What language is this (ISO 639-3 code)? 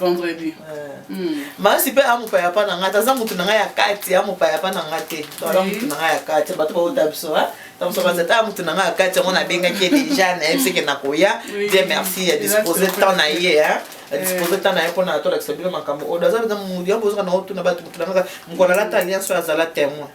lin